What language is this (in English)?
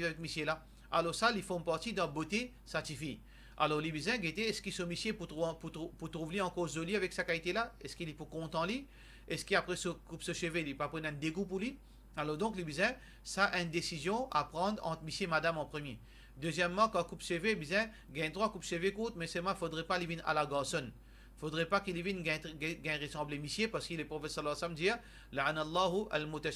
Morisyen